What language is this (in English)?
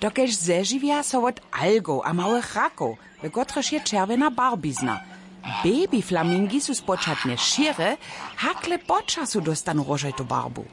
Upper Sorbian